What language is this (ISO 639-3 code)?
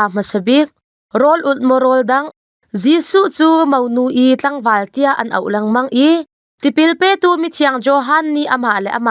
cnh